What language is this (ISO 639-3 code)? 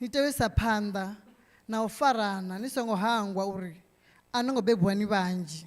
ven